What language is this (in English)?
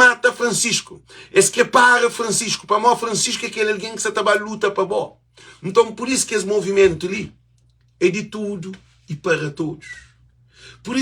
Kabuverdianu